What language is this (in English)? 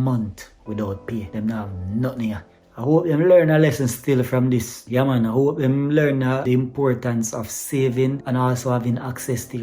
Jamaican Creole English